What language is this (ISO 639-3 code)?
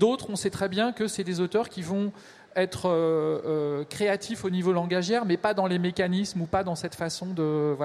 fra